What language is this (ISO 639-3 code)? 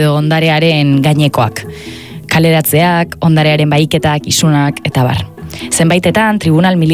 eus